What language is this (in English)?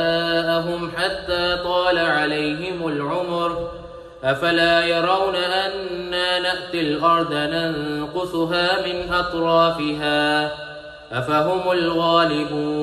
Arabic